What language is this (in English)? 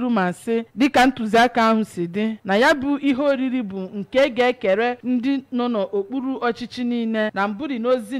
Igbo